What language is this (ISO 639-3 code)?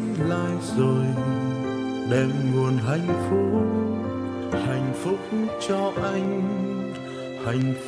vie